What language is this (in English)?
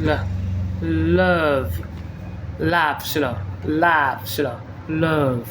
Falam Chin